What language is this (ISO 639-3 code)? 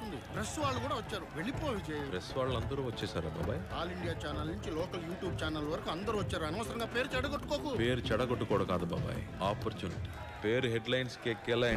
tel